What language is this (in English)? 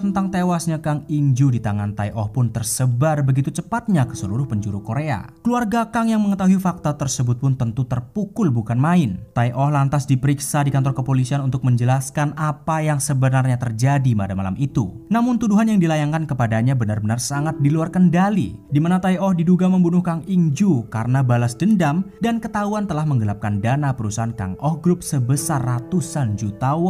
Indonesian